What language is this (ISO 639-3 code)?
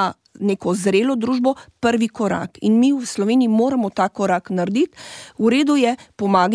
slv